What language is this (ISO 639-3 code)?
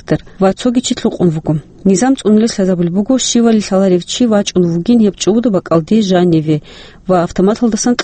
ava